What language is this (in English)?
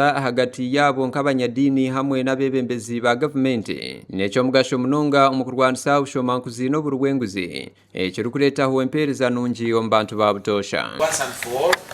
Nyankole